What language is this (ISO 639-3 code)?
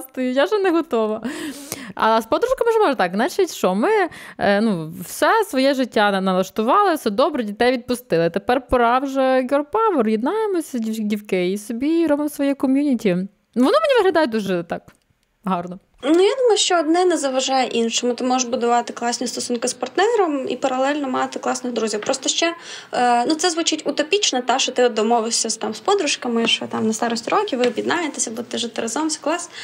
ukr